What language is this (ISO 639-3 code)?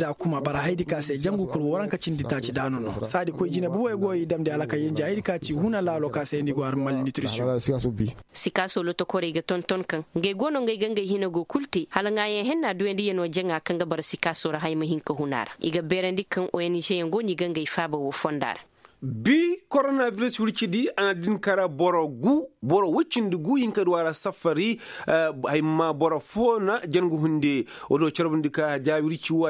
ses